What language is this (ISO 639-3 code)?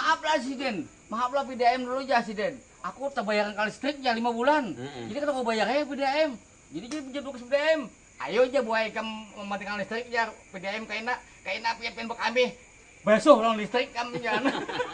bjn